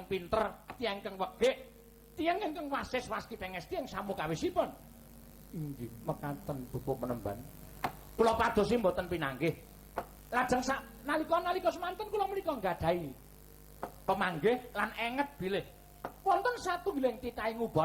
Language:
Javanese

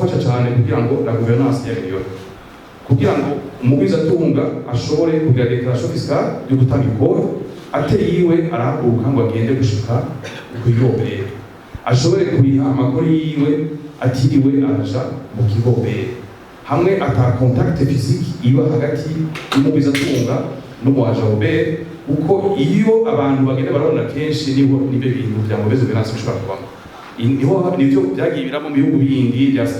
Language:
Rundi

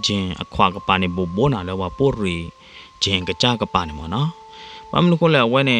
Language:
S'gaw Karen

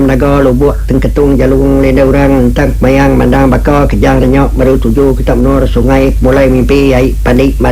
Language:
Iban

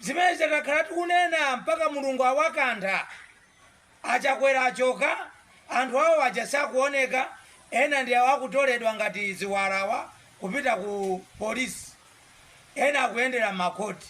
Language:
Nyanja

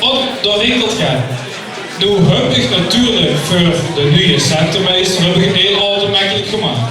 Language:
Limburgish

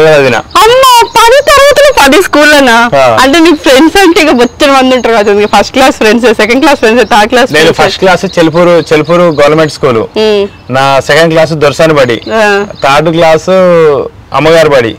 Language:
Telugu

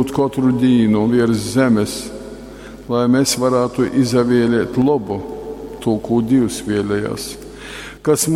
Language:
Latgalian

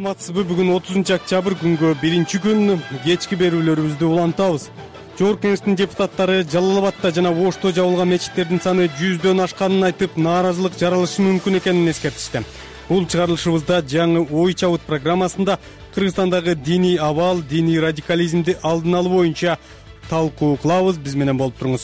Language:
Kyrgyz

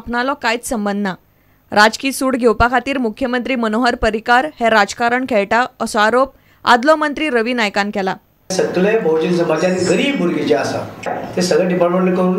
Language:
Konkani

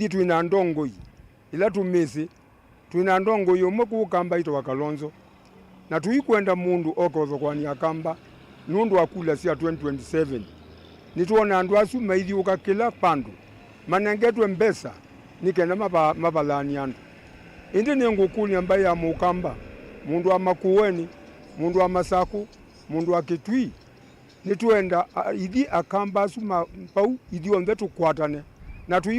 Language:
Kamba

